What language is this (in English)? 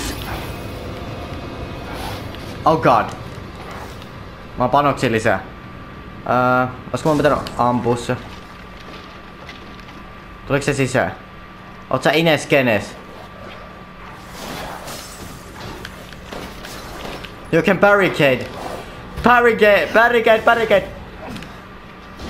Finnish